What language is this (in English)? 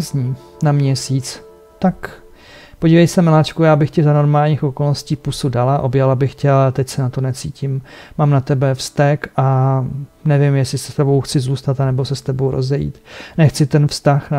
Czech